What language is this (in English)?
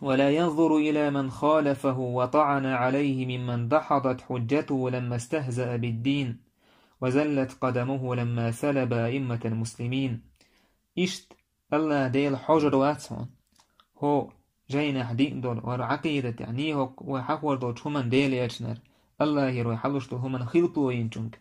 Chechen